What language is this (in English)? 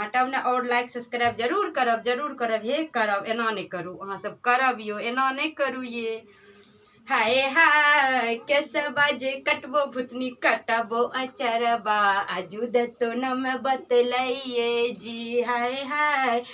Maithili